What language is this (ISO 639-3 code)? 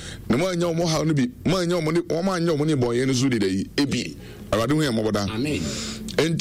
aka